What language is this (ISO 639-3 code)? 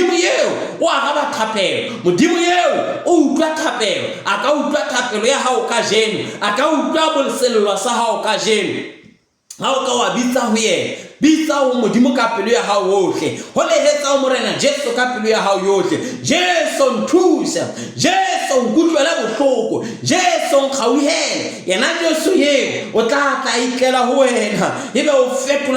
sot